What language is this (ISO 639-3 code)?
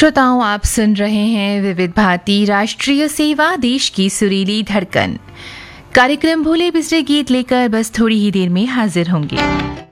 hin